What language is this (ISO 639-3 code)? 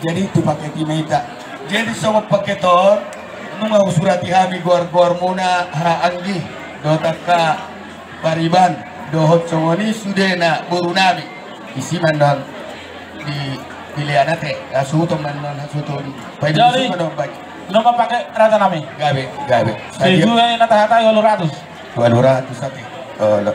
bbc